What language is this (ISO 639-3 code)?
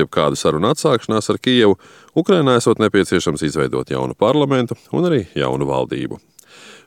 lav